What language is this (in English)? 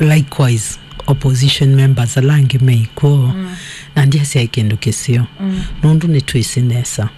Kamba